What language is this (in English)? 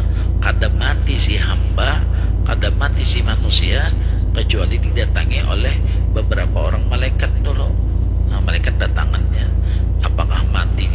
Banjar